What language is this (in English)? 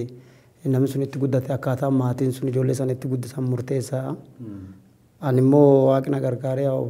Oromo